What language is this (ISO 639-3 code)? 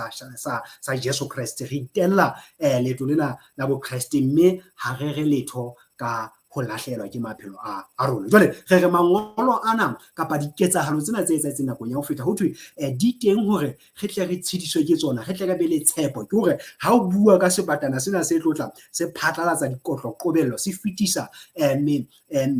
sot